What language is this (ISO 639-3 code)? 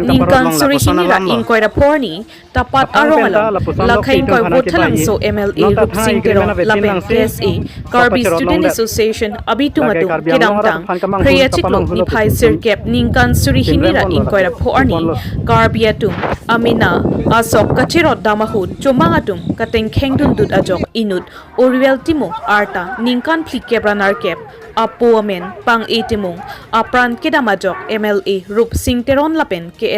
mjw